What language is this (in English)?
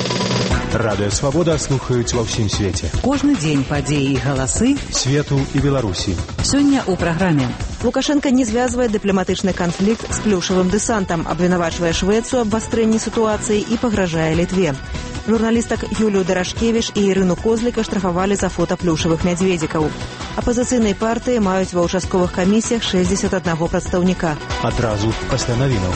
Belarusian